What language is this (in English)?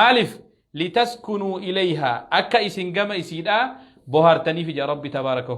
Oromo